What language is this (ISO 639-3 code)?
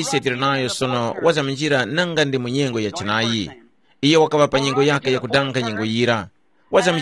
tum